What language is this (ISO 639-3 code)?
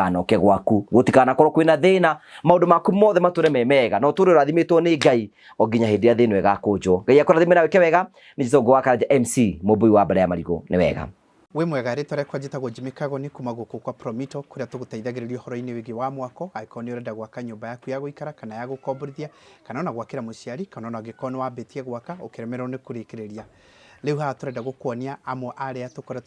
kik